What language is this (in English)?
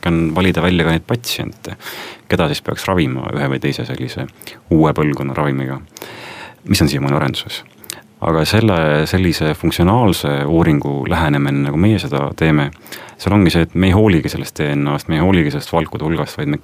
Estonian